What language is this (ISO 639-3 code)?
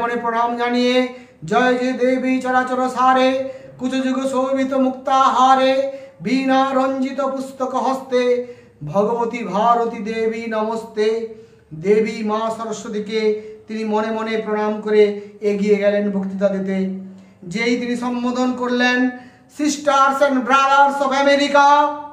ben